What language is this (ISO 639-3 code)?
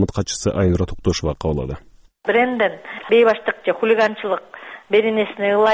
kir